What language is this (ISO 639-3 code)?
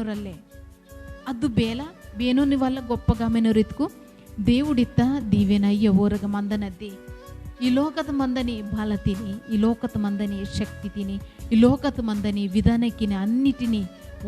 kff